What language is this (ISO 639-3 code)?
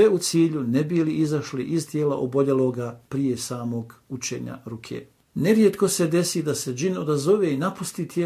bos